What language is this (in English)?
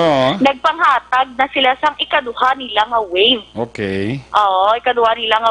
Hiligaynon